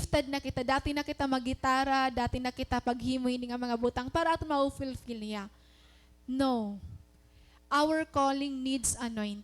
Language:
Waray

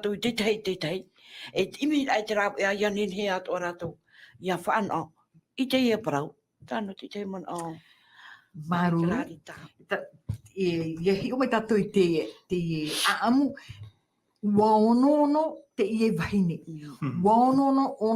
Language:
Tahitian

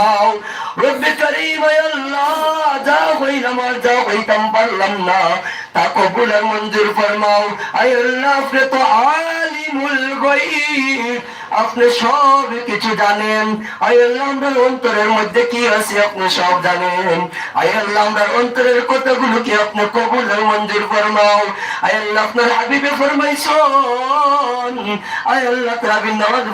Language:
Sylheti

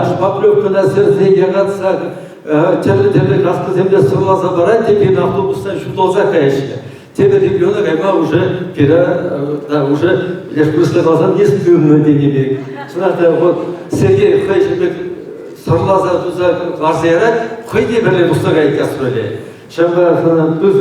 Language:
Chuvash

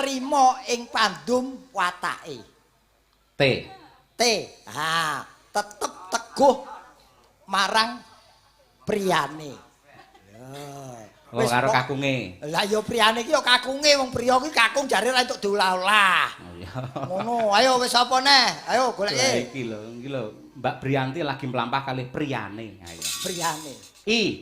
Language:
Javanese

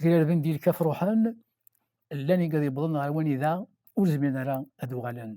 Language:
Kabyle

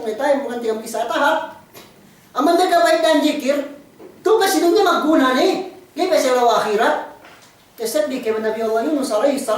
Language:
Yakan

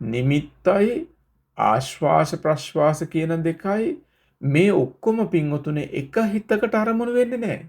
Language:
Sinhala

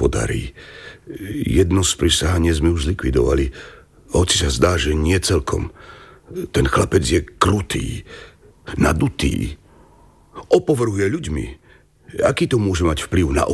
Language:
Slovak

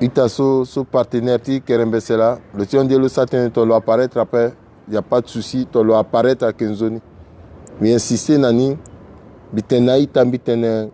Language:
Sango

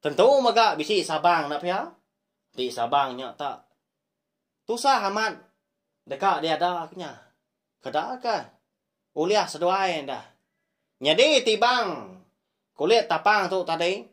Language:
Iban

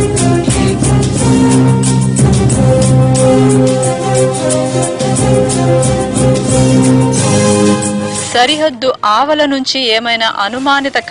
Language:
Telugu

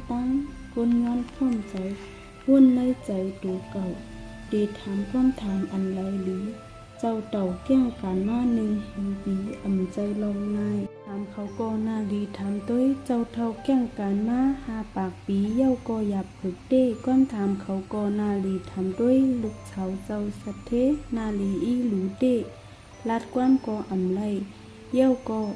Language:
Shan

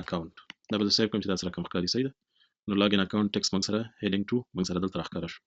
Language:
Pashto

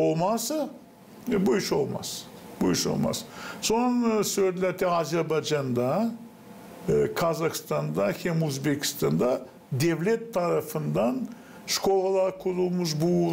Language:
Gagauz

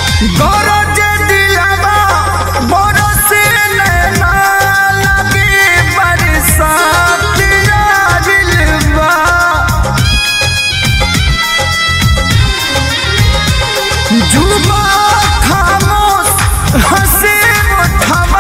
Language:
Bhojpuri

